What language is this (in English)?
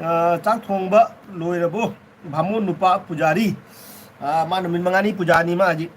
Manipuri